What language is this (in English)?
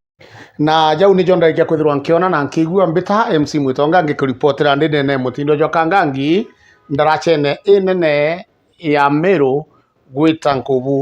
Meru